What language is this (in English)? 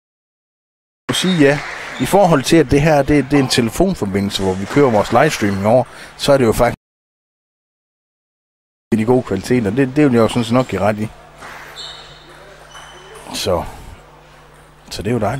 Danish